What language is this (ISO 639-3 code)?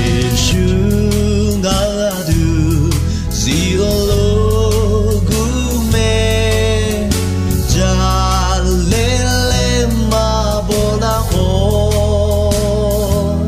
ahk